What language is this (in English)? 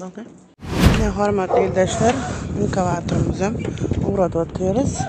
Turkmen